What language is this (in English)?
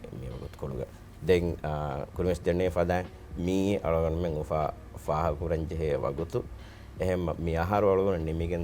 Divehi